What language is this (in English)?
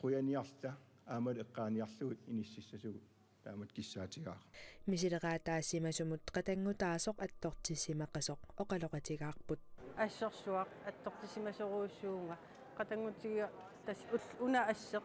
Kalaallisut